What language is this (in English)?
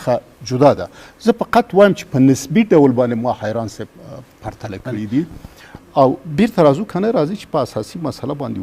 Pashto